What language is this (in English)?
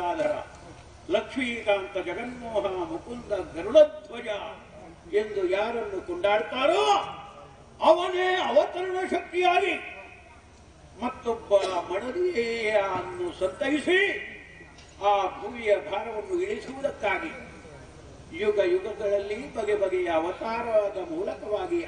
Kannada